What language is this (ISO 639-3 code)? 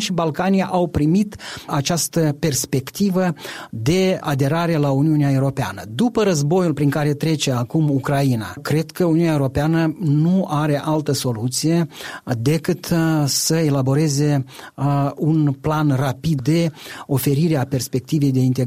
ron